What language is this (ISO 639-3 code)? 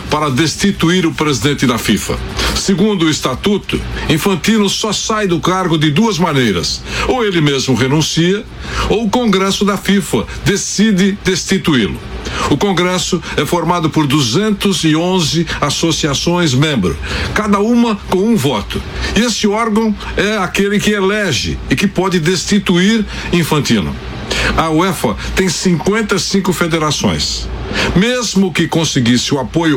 por